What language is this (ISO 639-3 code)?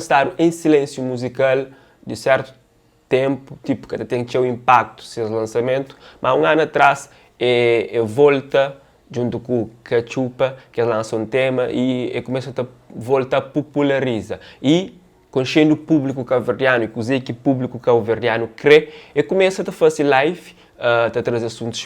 kea